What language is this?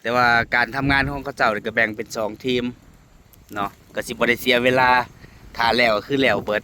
Northeastern Thai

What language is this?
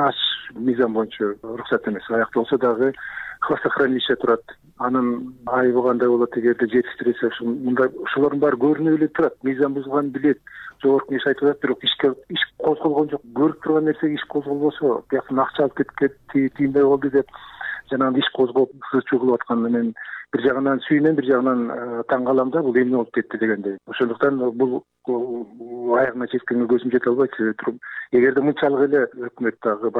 Kyrgyz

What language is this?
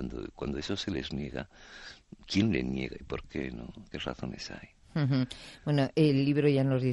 Spanish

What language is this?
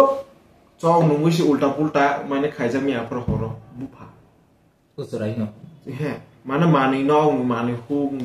Kok Borok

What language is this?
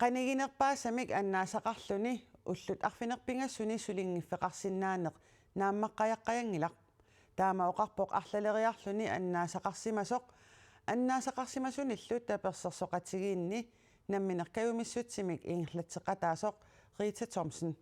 Kalaallisut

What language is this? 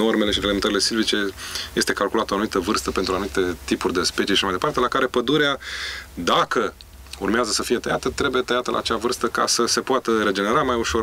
Romanian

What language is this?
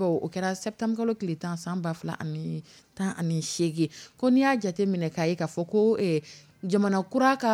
Dyula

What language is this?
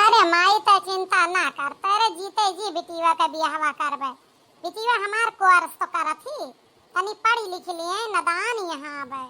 Awadhi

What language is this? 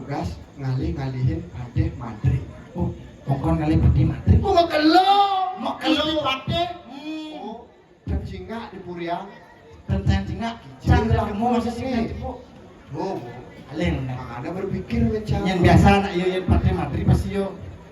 Balinese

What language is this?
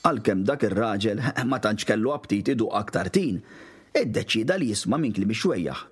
Maltese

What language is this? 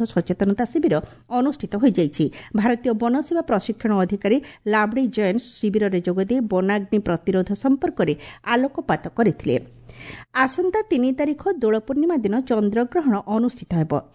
Odia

